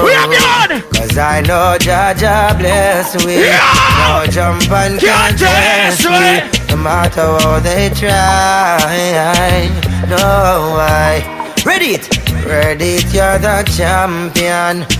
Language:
Jamaican Creole English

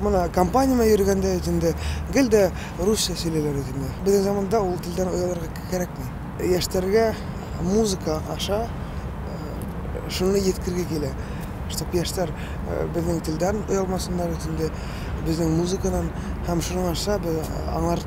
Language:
Tatar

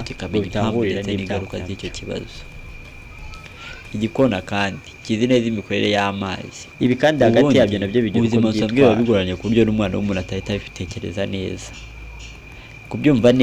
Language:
Kinyarwanda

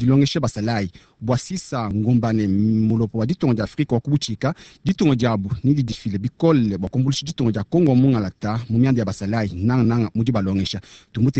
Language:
Luba-Lulua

